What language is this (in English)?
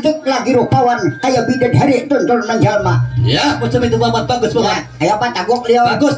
Banjar